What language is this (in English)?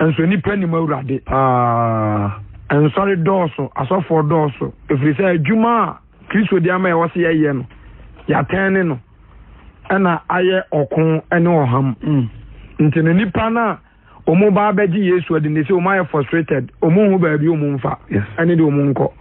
Akan